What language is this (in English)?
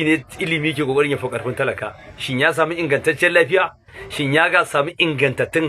Hausa